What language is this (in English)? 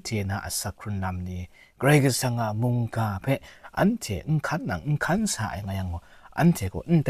Kachin